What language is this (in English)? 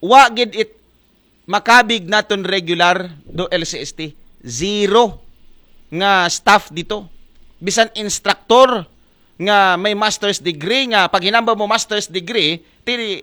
Aklanon